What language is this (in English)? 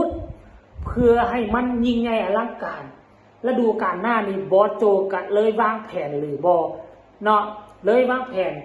Northeastern Thai